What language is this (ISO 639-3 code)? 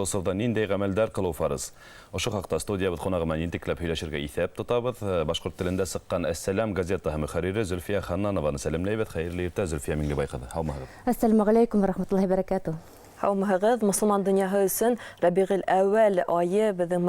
bak